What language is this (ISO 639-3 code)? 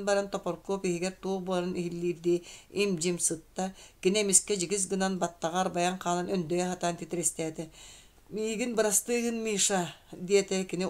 sah